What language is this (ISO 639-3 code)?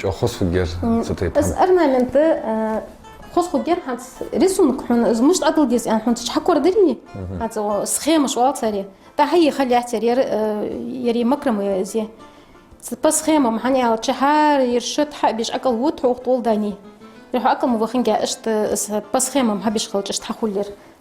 inh